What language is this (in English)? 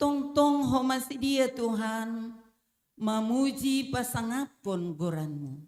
Batak Simalungun